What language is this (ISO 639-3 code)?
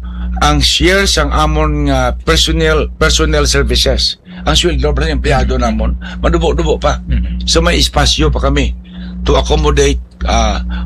hil